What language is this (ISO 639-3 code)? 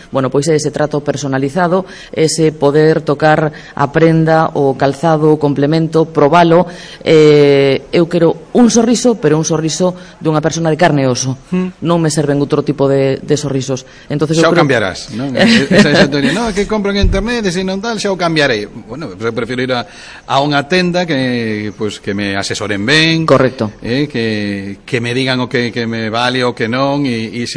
glg